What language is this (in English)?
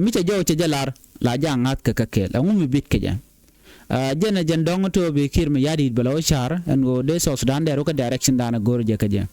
Nuer